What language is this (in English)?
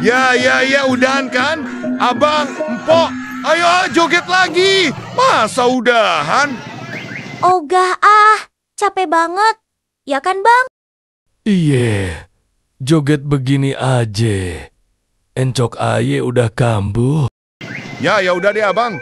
Betawi